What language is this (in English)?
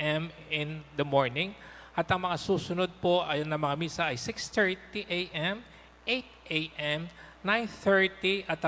Pampanga